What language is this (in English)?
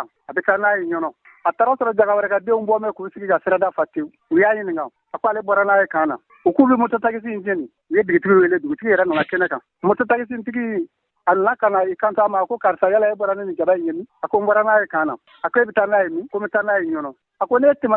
Bambara